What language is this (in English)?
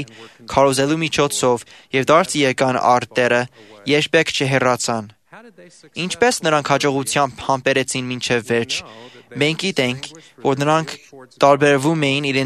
Armenian